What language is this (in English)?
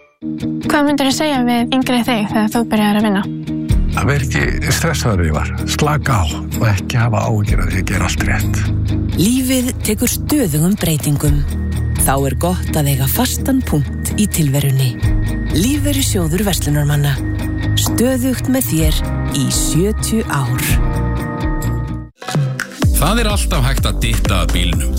Icelandic